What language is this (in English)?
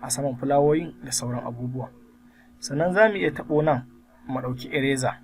Hausa